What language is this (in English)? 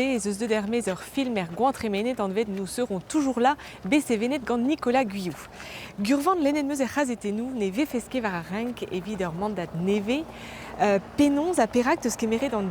Breton